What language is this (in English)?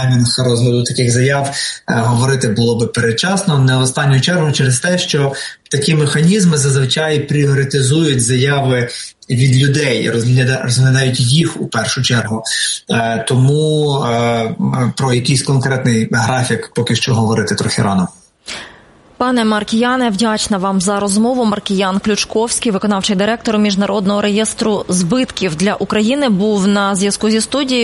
Ukrainian